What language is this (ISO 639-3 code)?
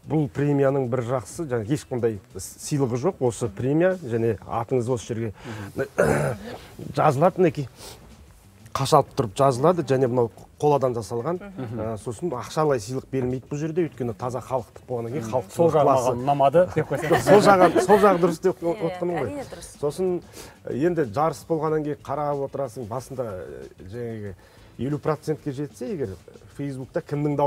kaz